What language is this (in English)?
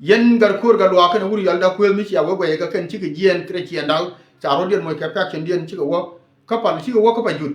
Nuer